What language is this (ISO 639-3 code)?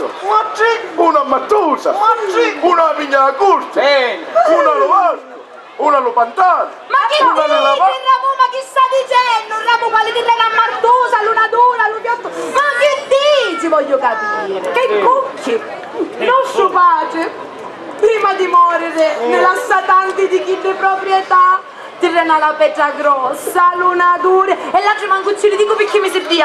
scn